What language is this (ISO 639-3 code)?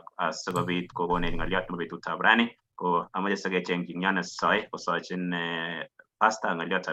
kln